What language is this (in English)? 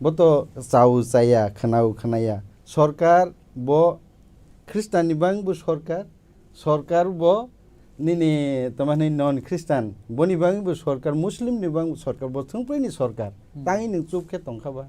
Kok Borok